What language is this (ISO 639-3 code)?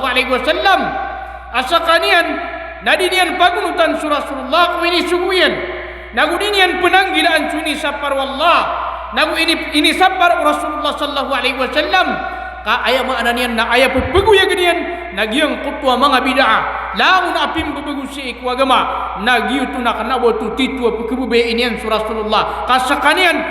mrw